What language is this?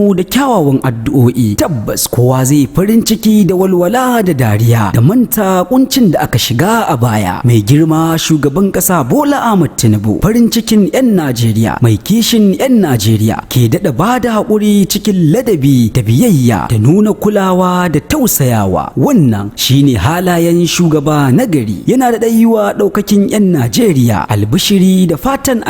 Hausa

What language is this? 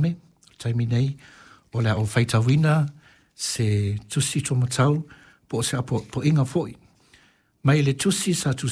Samoan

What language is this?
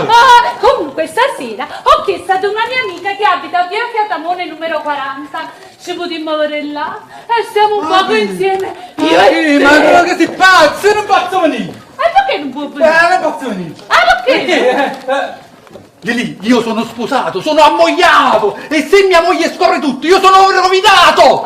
Neapolitan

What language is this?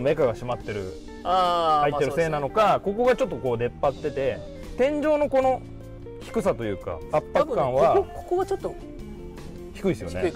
Japanese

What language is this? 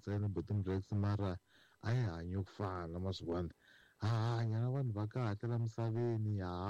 Tsonga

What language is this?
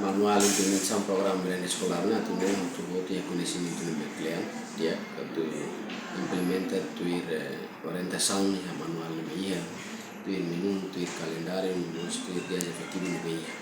Tetum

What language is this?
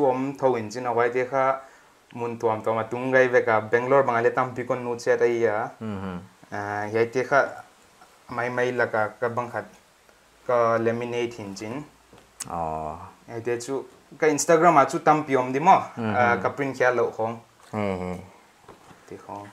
Paite Chin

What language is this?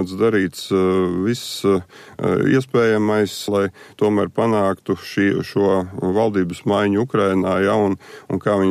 Latvian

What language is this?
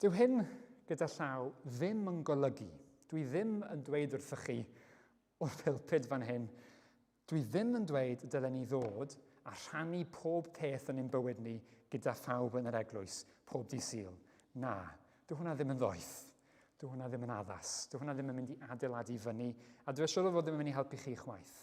Welsh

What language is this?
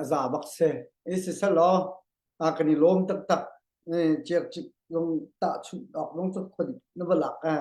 Hakha Chin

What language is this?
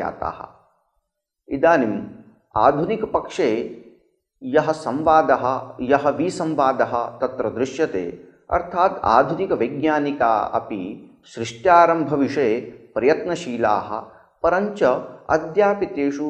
Sanskrit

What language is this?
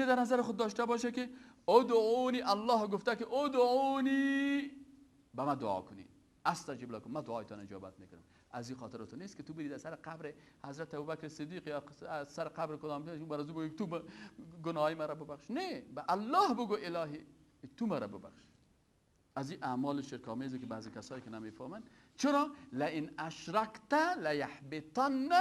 Persian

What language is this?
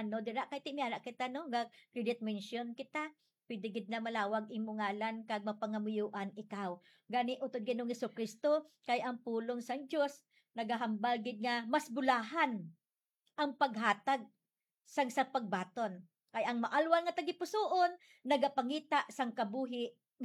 Hiligaynon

